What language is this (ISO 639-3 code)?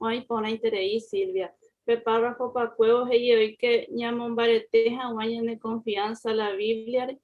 grn